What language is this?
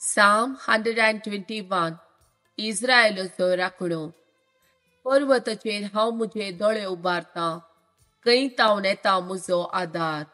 Konkani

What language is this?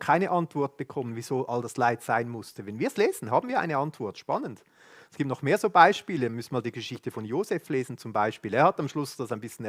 Swiss German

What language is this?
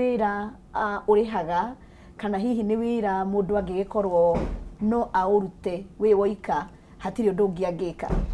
Kikuyu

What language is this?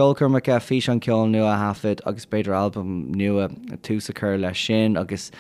Irish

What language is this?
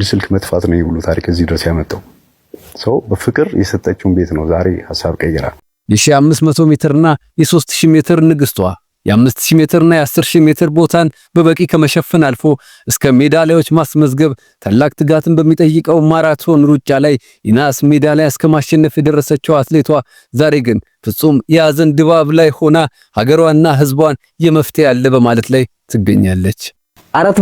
Amharic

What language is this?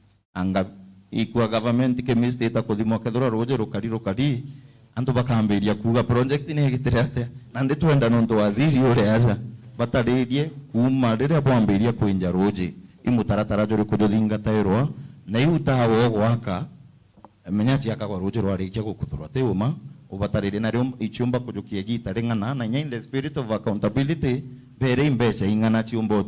Meru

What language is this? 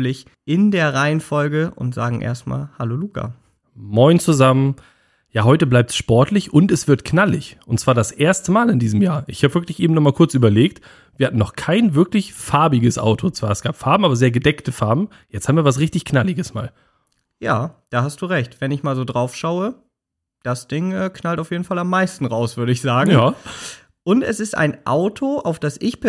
German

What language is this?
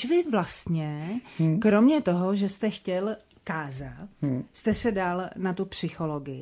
Czech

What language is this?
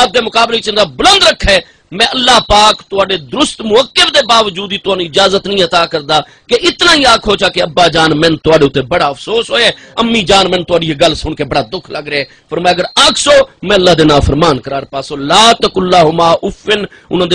Saraiki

